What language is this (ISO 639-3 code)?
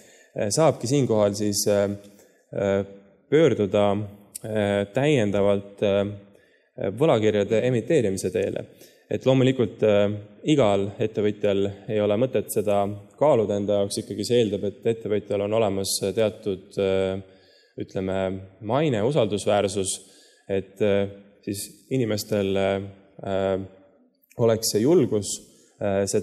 est